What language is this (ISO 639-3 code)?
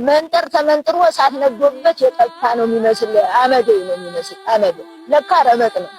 amh